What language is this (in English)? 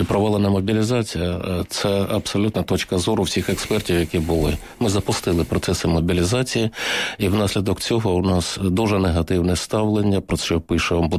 Ukrainian